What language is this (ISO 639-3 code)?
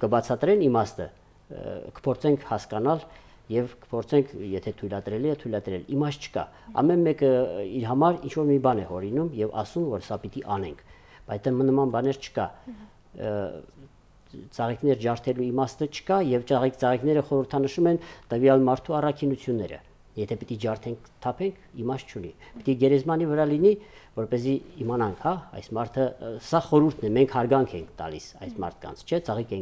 hye